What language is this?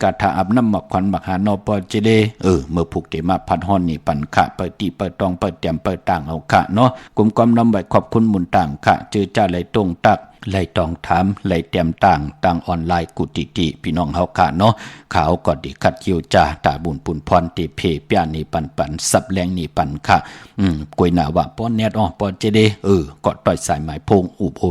Shan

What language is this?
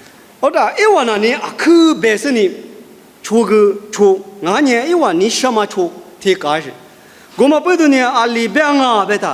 Lisu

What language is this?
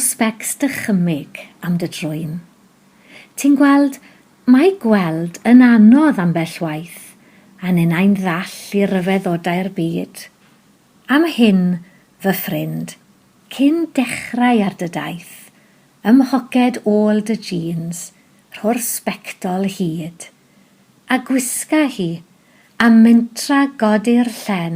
Welsh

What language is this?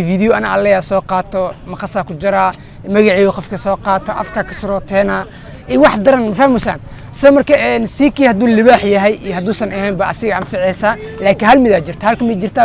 Somali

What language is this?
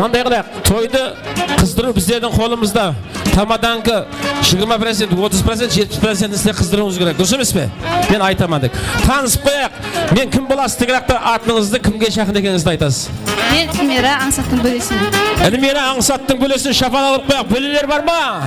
Kara-Kalpak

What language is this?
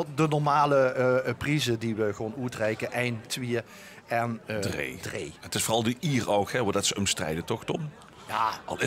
Limburgish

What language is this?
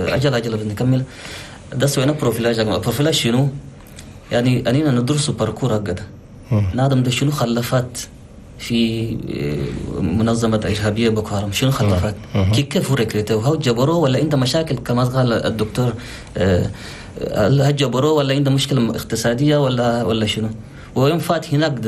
Chadian Arabic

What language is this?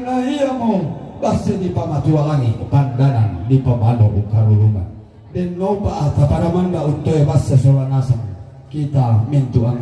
Toraja-Sa'dan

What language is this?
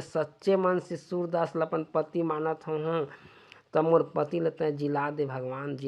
Chhattisgarhi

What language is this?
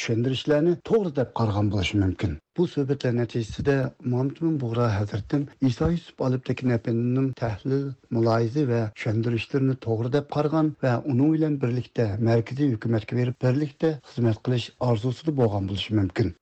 Uyghur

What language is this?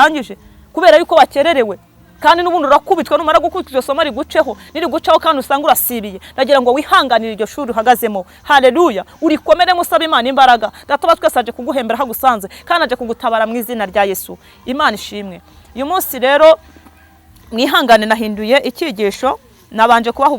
Kinyarwanda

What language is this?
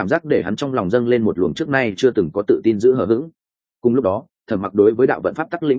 Vietnamese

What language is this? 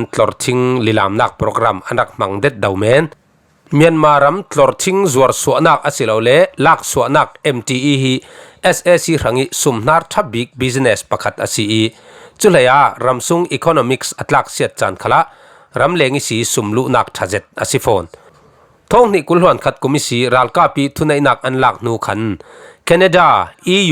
Falam Chin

